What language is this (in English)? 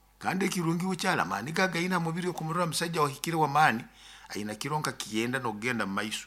Nyoro